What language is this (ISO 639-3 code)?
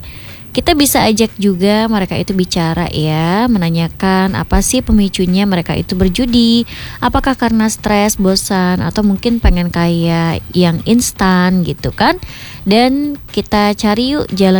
ind